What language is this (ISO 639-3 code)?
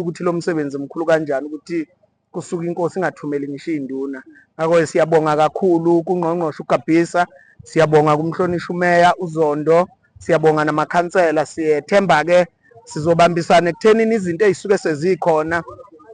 zul